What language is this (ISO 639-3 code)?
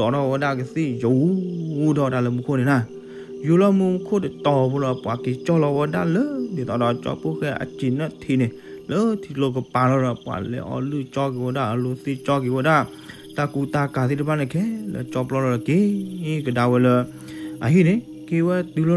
ksw